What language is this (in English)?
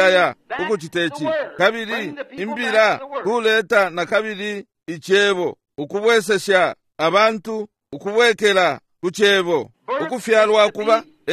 Bemba